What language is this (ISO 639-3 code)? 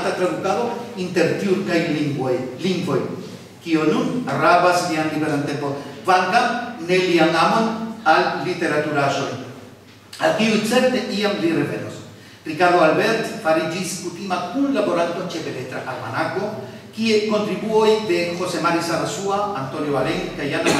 epo